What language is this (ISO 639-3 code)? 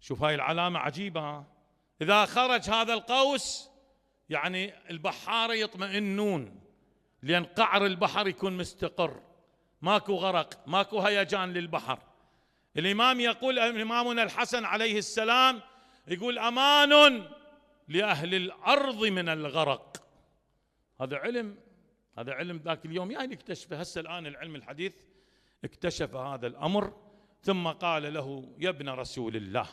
acm